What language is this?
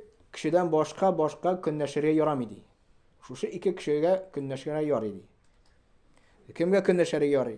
Tatar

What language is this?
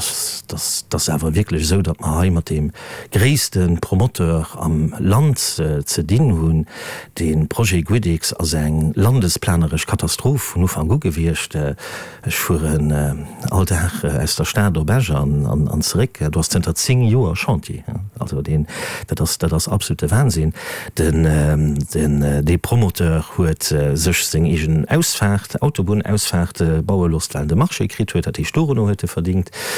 Luxembourgish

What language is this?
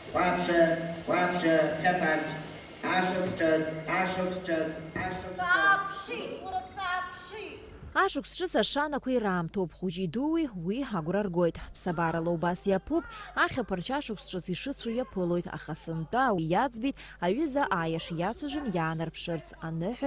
Abkhazian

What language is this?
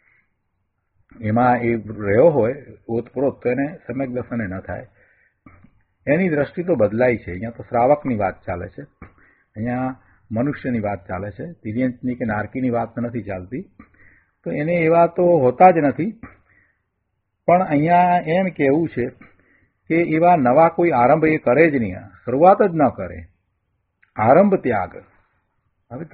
Gujarati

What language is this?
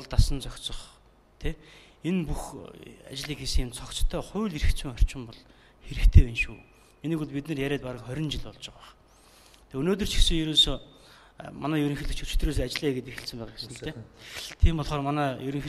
Mongolian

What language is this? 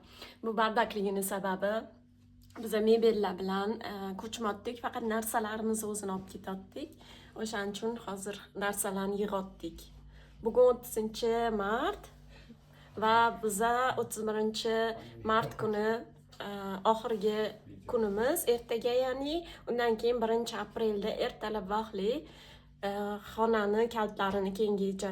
Uzbek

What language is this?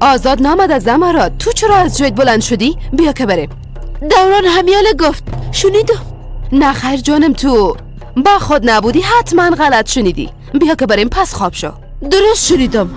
Persian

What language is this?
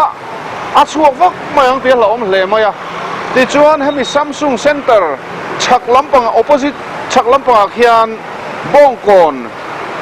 Mizo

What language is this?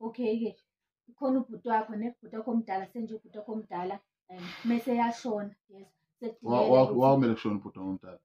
Zulu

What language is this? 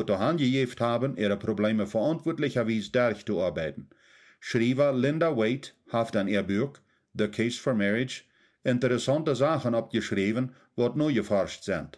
Plautdietsch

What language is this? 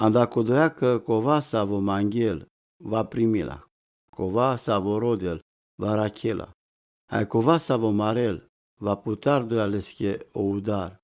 Romany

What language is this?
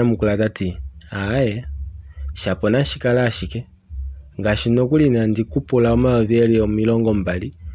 Kuanyama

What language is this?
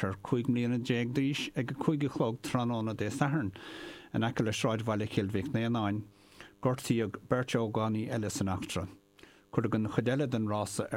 Irish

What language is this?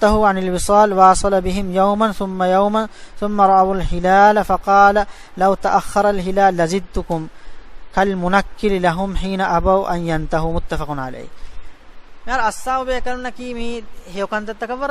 Divehi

